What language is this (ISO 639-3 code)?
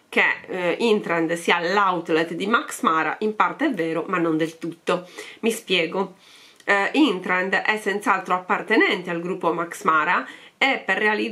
ita